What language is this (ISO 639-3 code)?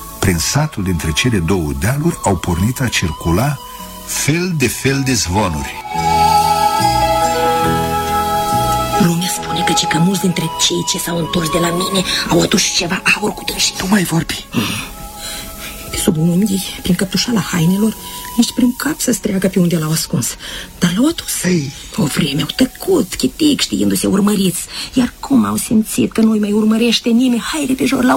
ron